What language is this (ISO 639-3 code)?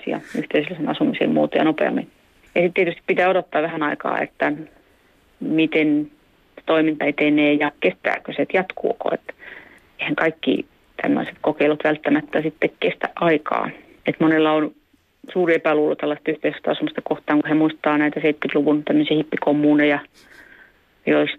fin